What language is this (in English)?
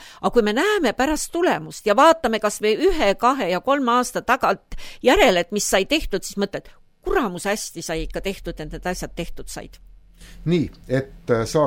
Estonian